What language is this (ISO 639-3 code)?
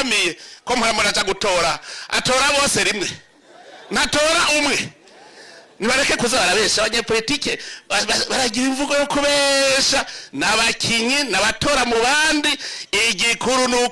run